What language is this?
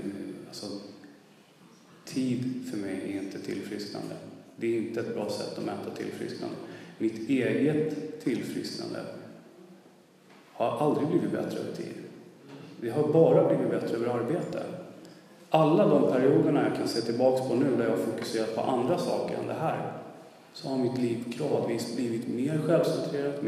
Swedish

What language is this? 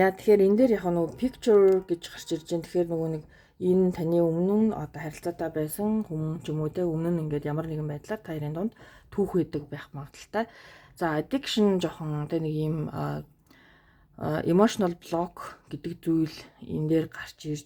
Mongolian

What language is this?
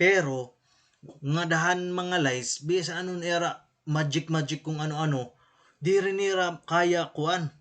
Waray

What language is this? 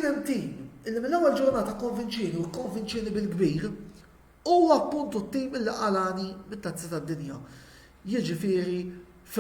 Maltese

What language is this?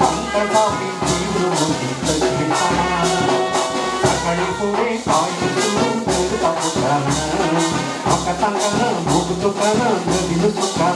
Konkani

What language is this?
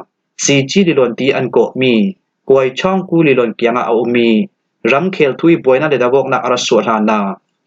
Falam Chin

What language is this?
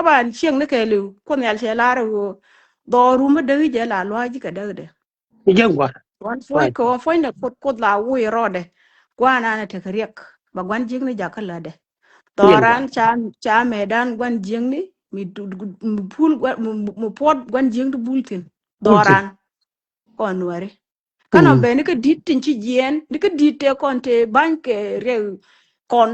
Nuer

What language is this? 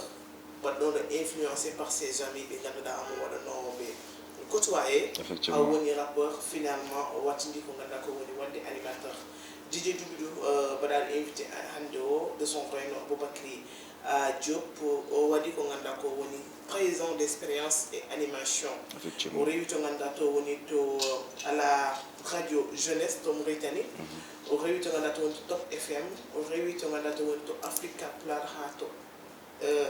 Fula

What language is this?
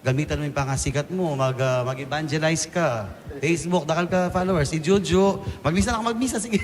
Pampanga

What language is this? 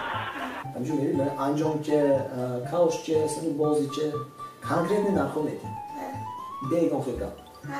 Tajik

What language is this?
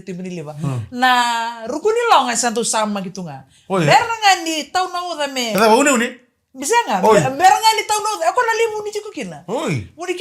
Fijian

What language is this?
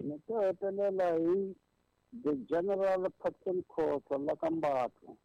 Tsonga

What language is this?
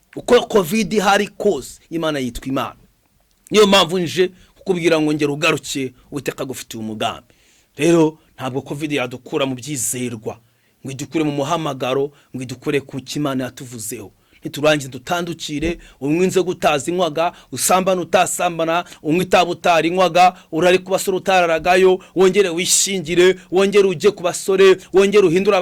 Kinyarwanda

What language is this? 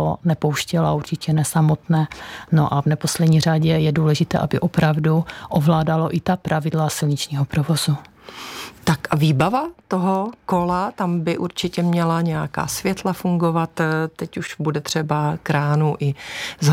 Czech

